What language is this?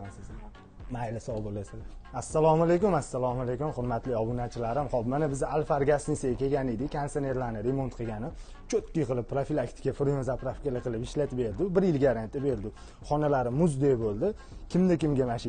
Uzbek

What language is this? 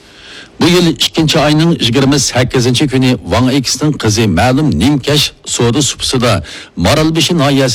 Uyghur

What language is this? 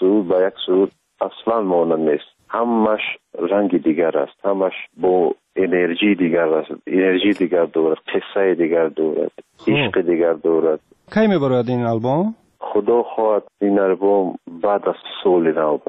Tajik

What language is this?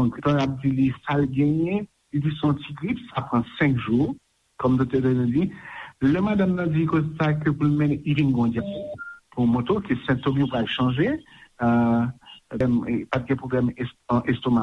Haitian Creole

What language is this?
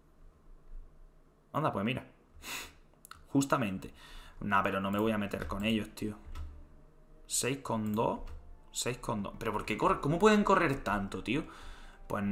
Spanish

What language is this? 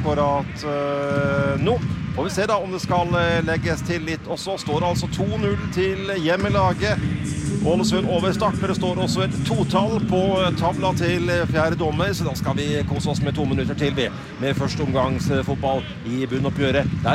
Norwegian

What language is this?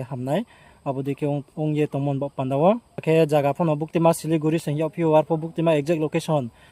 Riang (India)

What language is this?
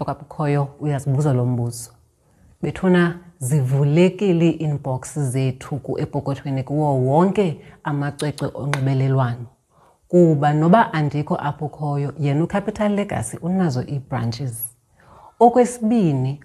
Xhosa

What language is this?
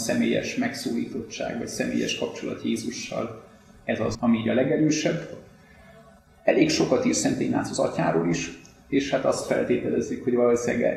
Hungarian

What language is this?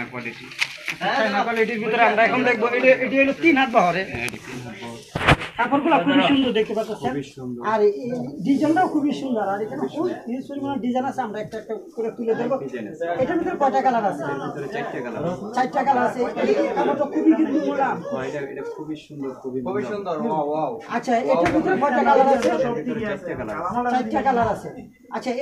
Bangla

